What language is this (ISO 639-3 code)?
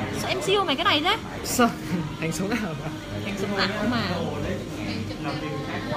vie